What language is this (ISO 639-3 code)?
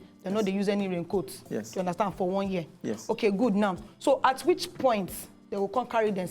pcm